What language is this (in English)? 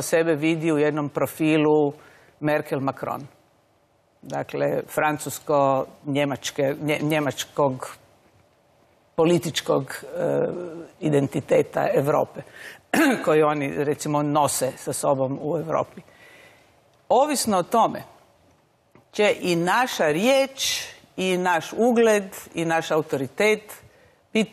Croatian